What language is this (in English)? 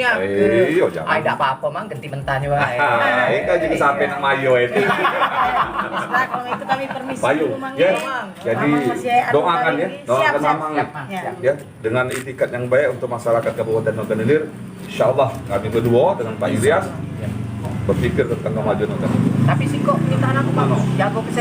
Musi